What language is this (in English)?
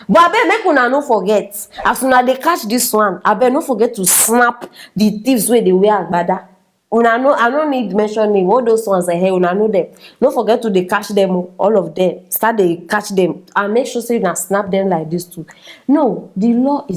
Nigerian Pidgin